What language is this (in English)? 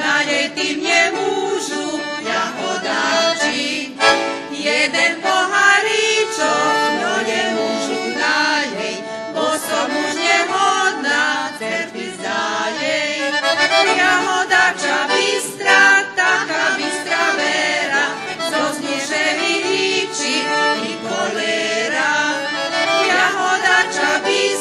Rusyn